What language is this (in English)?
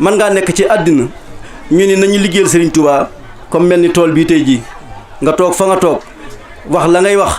Wolof